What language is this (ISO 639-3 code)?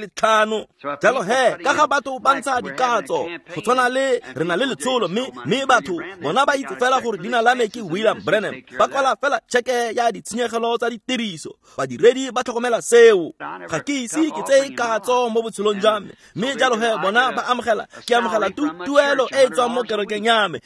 tsn